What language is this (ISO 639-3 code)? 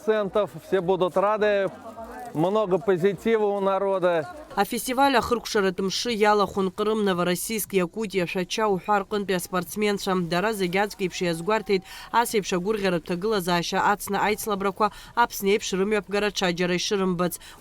abk